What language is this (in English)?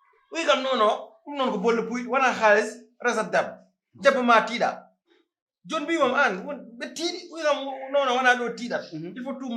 Fula